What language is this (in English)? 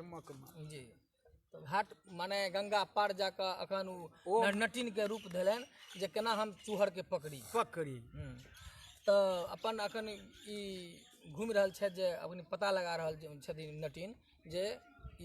Maithili